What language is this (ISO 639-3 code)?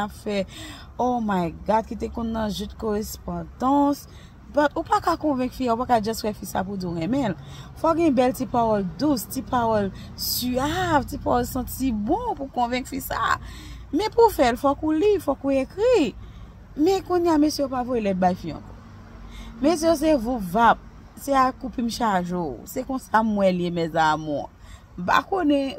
hat